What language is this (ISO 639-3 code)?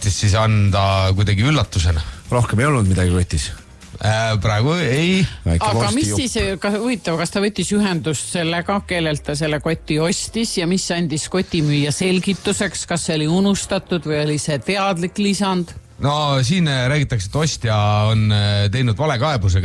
est